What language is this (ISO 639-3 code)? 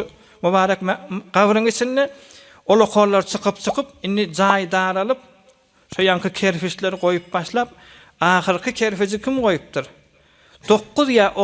tuk